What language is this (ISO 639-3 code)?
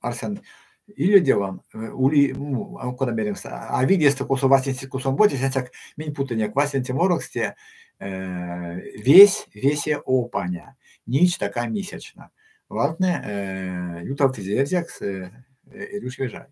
myv